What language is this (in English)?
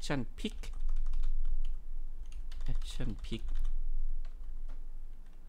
Thai